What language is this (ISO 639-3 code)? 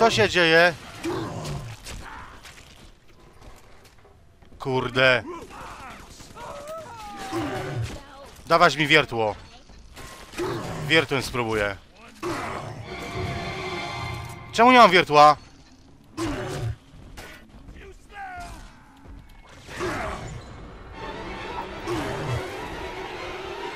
pol